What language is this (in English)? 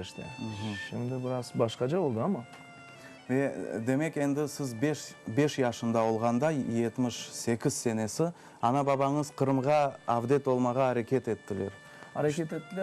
Crimean Tatar